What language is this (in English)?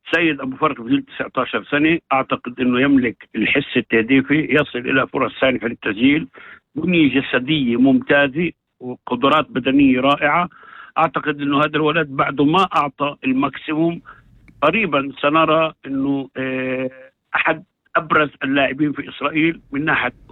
North Levantine Arabic